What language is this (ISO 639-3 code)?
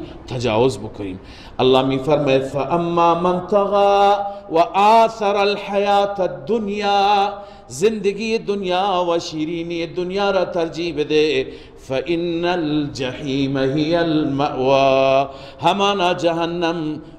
fas